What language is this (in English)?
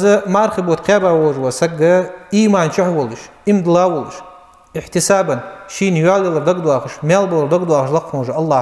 Ingush